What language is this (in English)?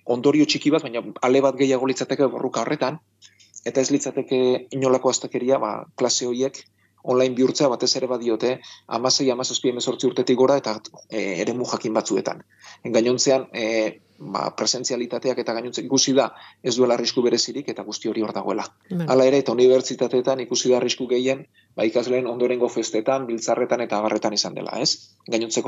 Basque